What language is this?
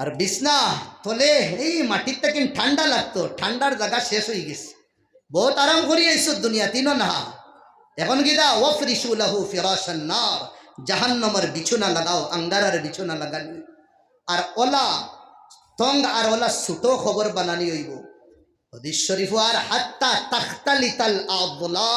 Sylheti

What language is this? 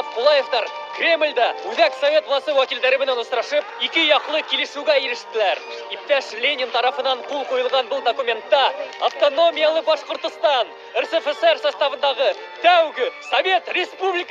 Bashkir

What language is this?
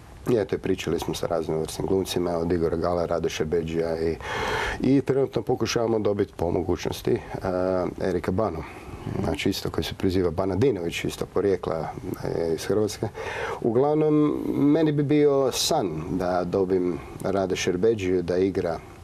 Croatian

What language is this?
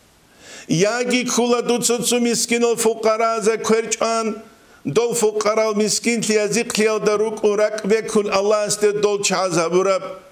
Avaric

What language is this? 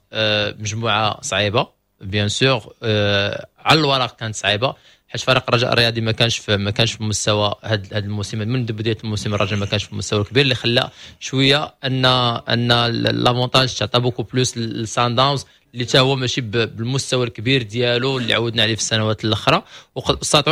Moroccan Arabic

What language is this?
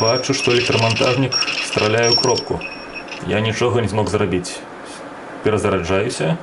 Belarusian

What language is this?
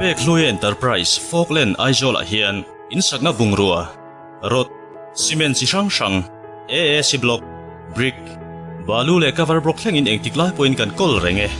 Mizo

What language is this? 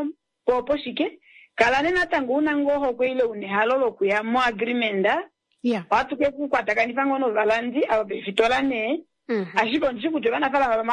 Kuanyama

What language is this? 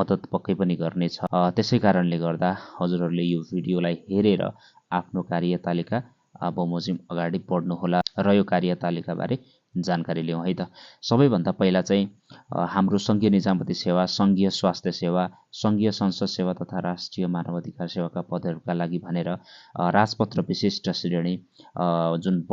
Nepali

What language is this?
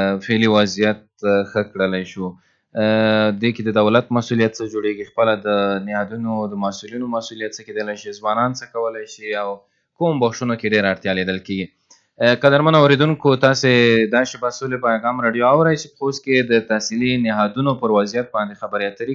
Pashto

